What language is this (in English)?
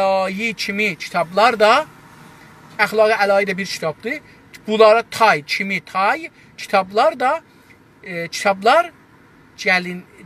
South Azerbaijani